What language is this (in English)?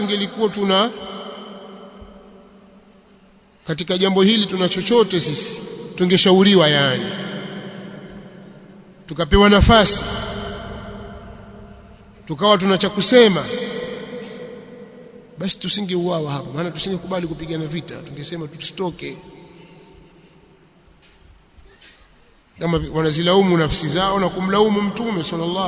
Swahili